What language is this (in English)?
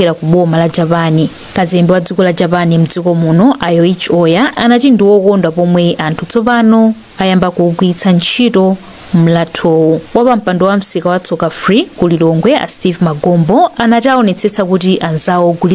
Nyanja